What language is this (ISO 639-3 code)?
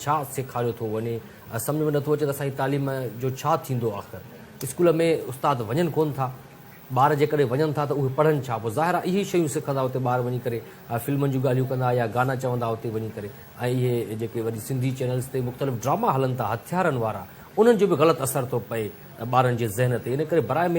snd